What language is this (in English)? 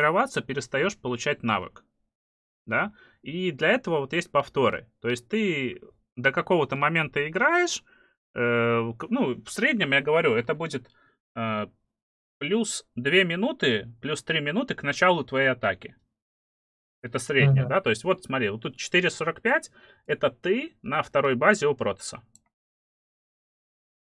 Russian